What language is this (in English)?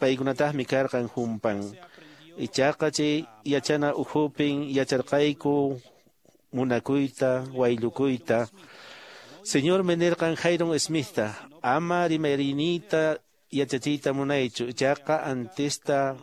Quechua